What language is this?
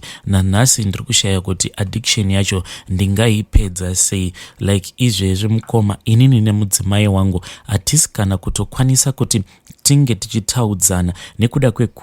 Shona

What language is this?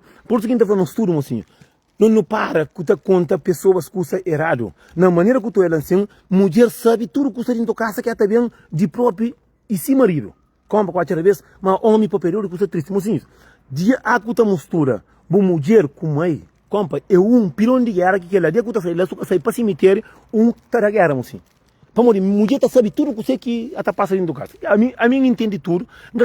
Kabuverdianu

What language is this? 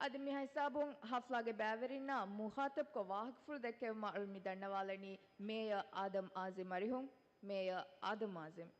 Divehi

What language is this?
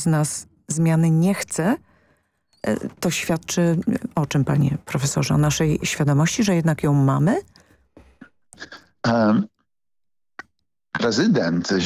Polish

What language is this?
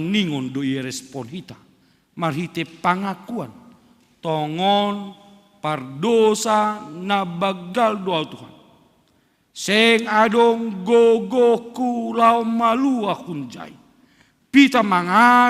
Batak Simalungun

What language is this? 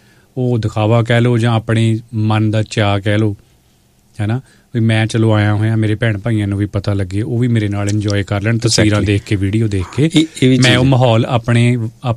Punjabi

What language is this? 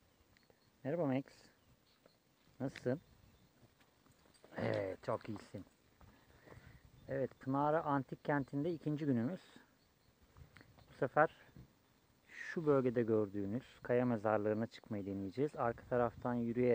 Turkish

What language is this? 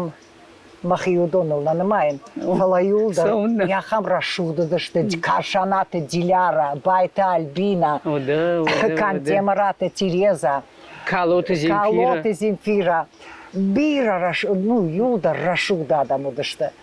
Ossetic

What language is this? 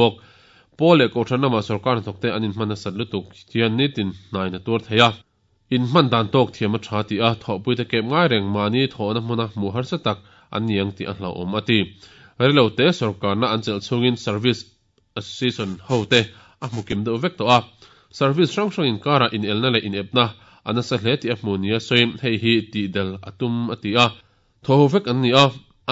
Mizo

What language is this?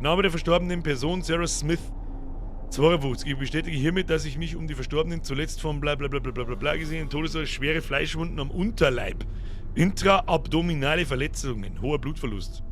Bavarian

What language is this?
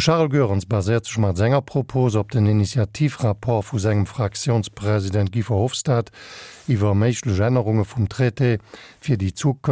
Luxembourgish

